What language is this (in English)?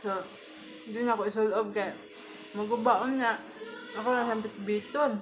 Cebuano